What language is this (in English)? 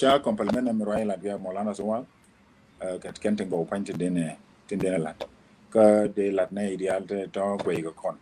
Nuer